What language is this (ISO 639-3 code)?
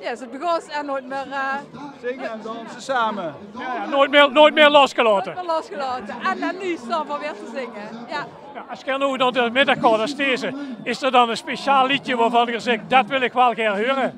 lim